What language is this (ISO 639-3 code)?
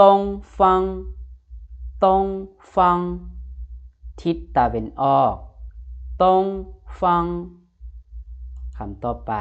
lao